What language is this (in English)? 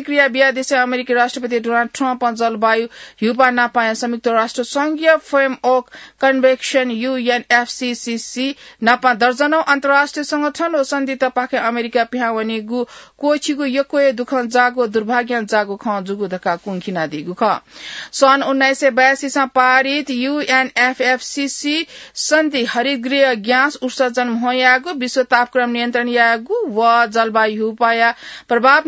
Newari